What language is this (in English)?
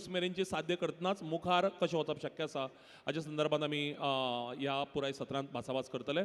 Konkani